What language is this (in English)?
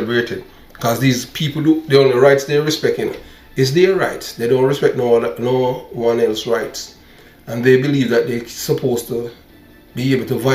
Jamaican Creole English